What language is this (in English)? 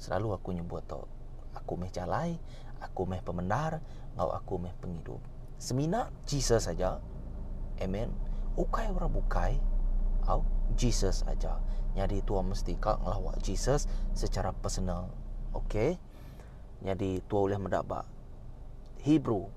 Iban